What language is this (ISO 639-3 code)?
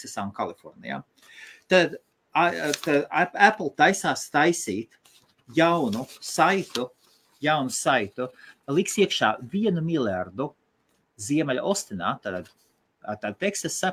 lav